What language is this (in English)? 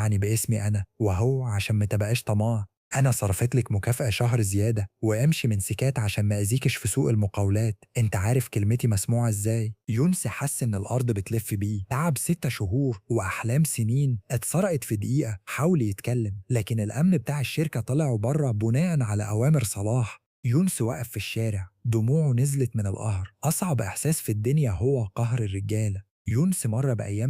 Egyptian Arabic